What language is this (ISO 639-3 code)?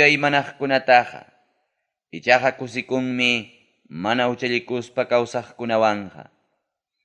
quy